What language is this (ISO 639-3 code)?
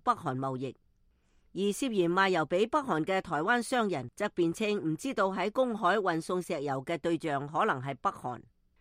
yue